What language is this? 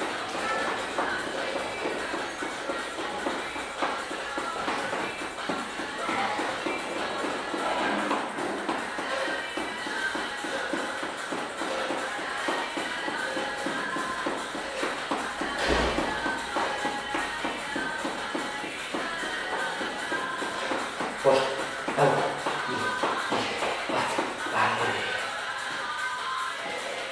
Basque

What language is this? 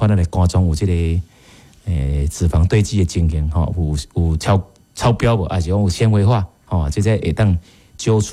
Min Nan Chinese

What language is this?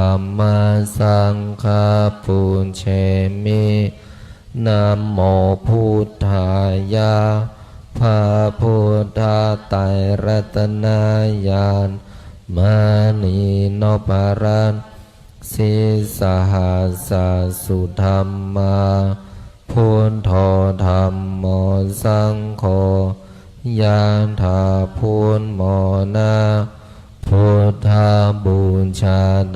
Pali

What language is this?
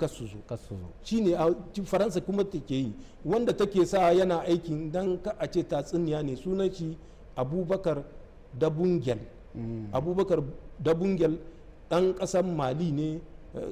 Hausa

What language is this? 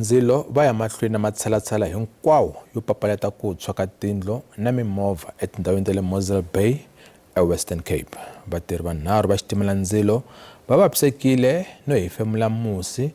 Tsonga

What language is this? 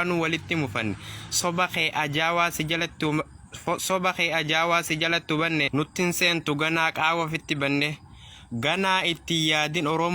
Oromo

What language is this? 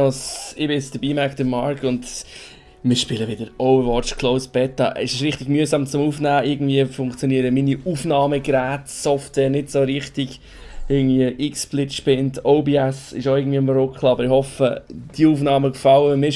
Swiss German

